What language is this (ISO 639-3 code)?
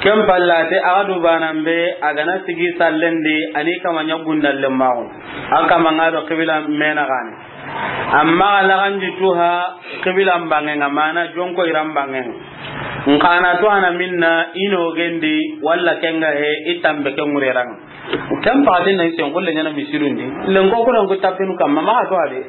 snk